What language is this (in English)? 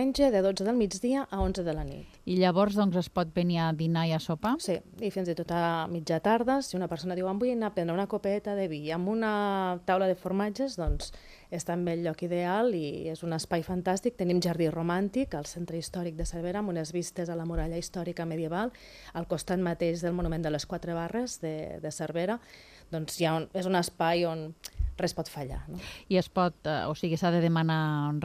Catalan